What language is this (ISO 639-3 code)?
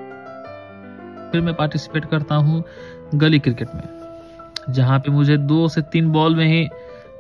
hin